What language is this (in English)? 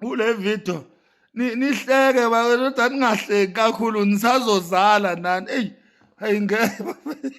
Zulu